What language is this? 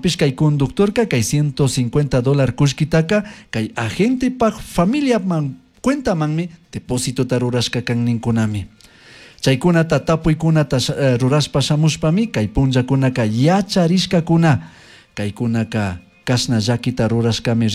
Chimborazo Highland Quichua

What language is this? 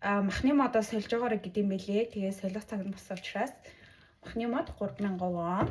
Mongolian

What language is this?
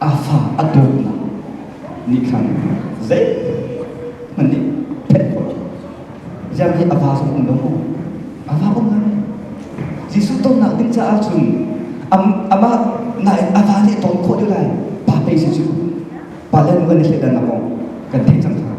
Hakha Chin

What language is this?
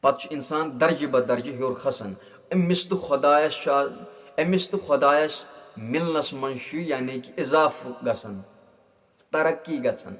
Kashmiri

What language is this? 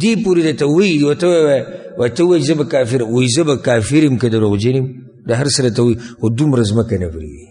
Pashto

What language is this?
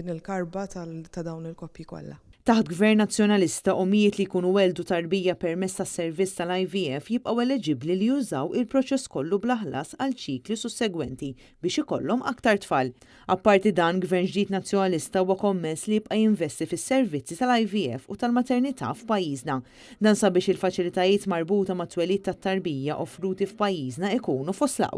Maltese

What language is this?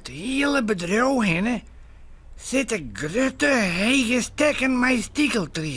Western Frisian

